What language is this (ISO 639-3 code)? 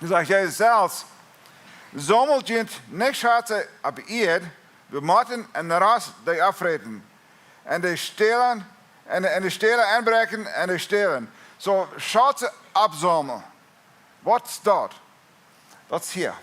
pdt